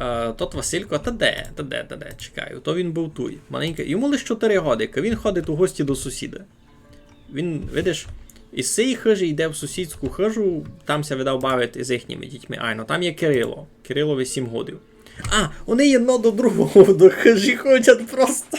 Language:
Rusyn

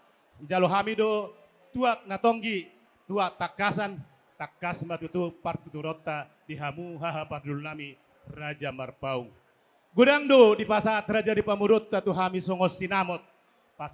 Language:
Batak Toba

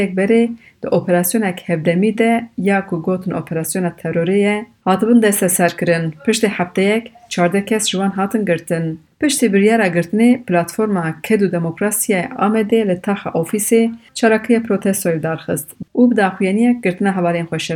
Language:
Kurdish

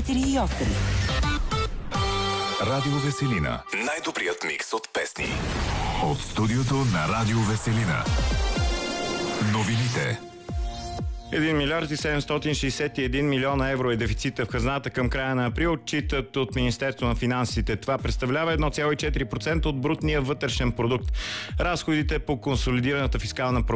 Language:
Bulgarian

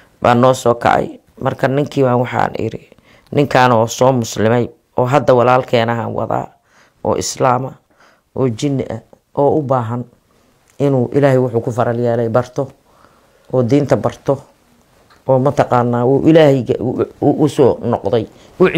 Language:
Somali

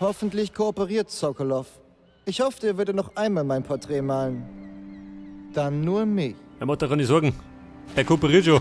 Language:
Bavarian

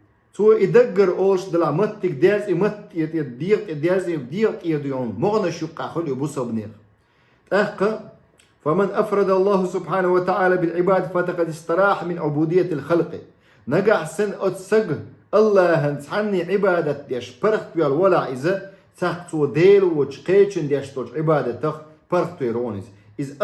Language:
Chechen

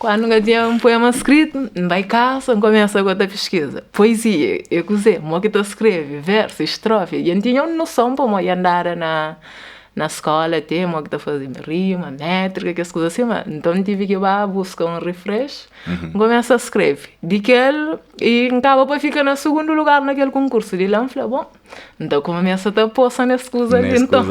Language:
Kabuverdianu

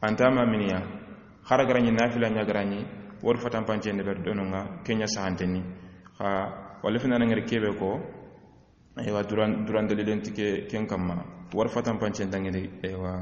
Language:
Soninke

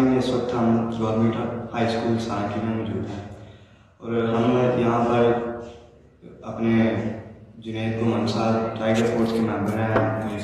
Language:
Urdu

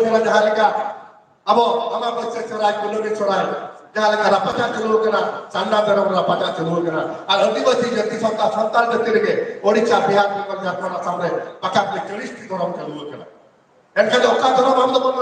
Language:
Santali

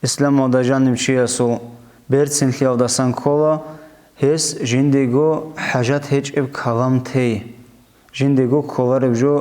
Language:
Avaric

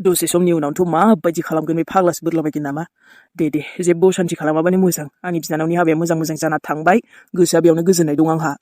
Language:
Bodo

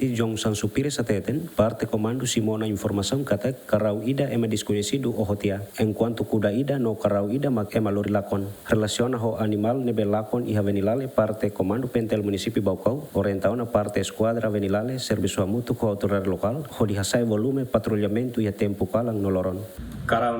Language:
Tetum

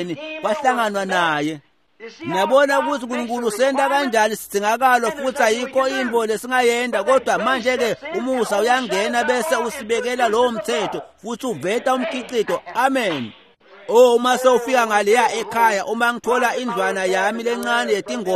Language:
Swati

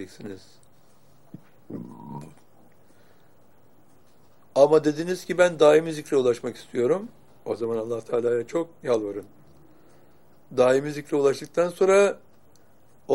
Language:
Turkish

